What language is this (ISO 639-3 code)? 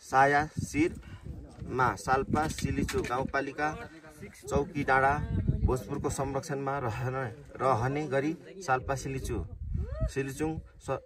nep